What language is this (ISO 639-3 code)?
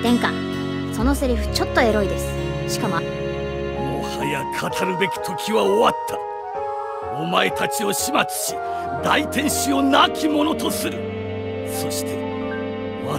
jpn